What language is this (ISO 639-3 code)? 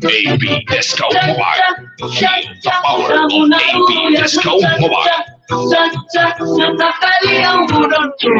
war